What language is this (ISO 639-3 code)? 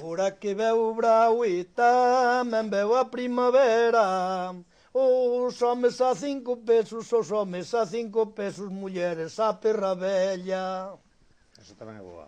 glg